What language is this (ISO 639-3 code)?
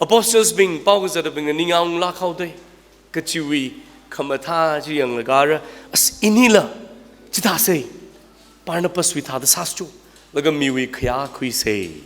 nmf